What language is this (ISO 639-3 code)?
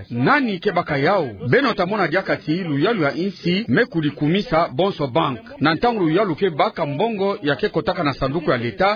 ktu